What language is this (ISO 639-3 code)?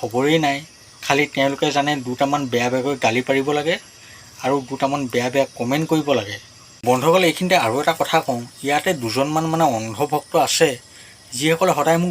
asm